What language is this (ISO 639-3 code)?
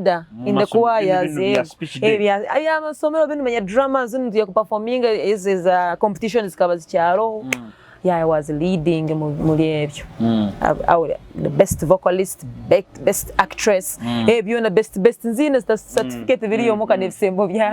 nyo